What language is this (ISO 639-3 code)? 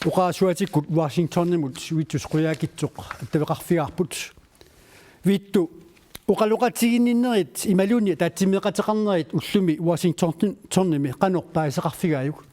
kal